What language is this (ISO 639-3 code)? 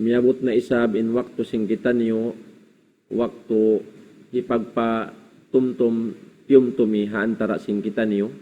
tsg